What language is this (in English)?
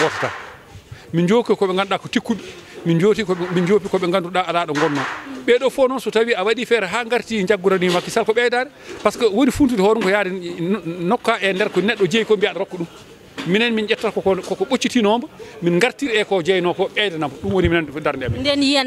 Fula